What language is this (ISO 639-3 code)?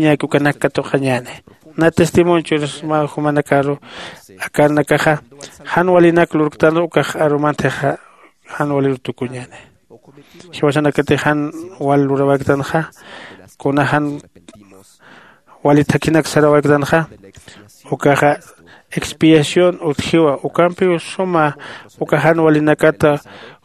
aym